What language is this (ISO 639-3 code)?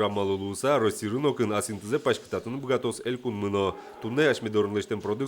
udm